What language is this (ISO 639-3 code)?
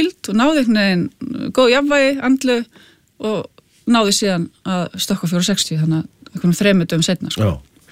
isl